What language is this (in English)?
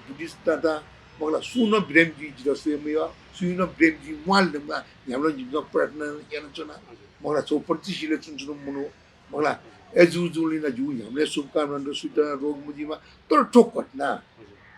Newari